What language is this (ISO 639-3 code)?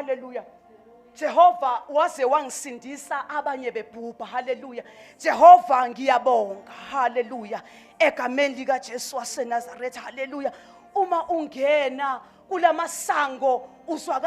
zul